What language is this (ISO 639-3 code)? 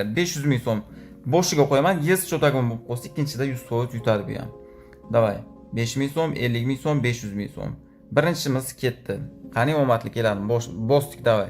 uzb